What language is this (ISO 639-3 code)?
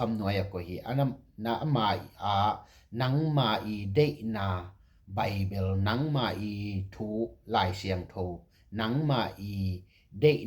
ctd